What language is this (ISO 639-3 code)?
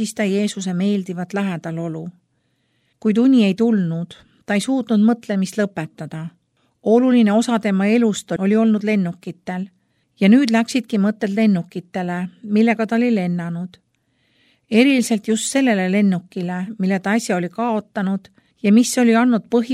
est